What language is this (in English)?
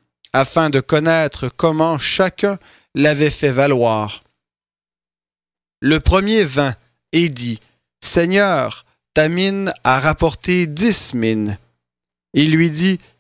French